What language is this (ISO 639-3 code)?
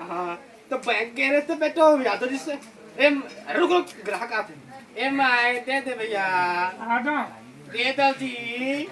hne